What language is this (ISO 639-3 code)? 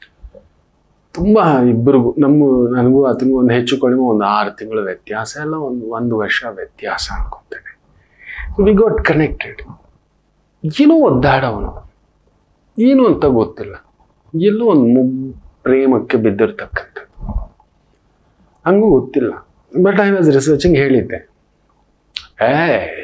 kan